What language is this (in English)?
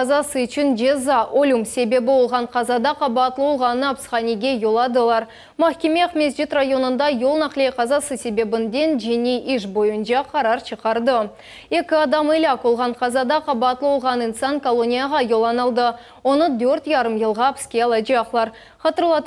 Crimean Tatar